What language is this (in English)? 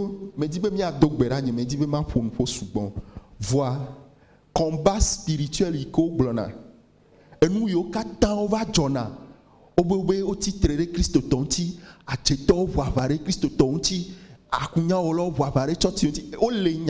Ewe